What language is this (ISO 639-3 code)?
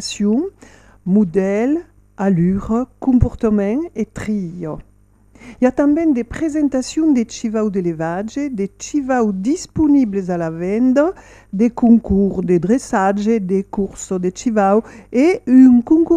oci